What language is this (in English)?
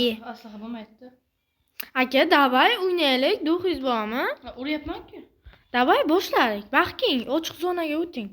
Uzbek